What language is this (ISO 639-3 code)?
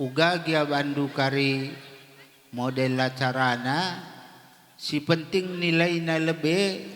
btx